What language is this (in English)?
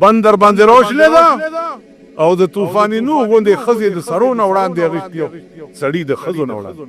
Pashto